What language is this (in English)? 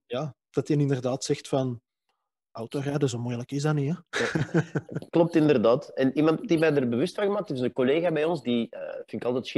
Dutch